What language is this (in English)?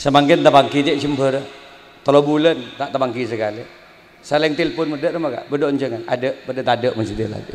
Madurese